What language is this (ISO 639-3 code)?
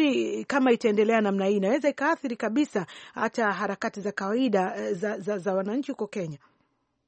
swa